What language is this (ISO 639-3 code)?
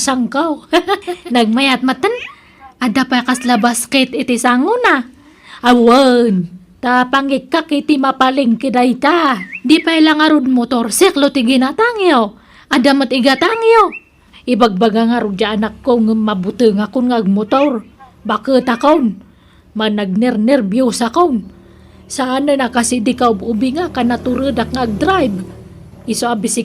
ilo